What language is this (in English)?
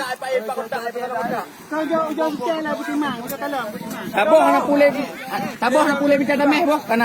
Achinese